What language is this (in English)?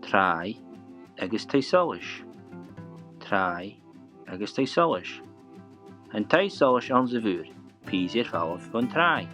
Scottish Gaelic